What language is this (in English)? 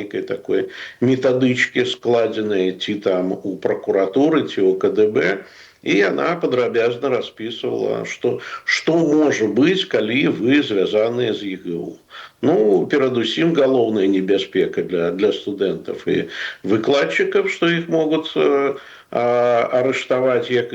Belarusian